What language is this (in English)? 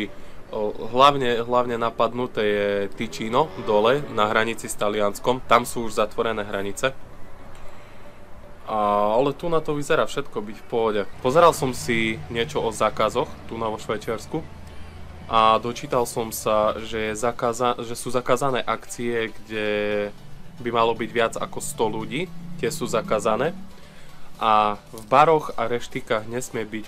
Slovak